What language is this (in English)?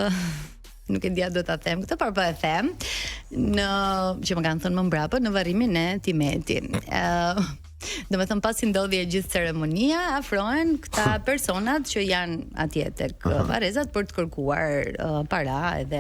Albanian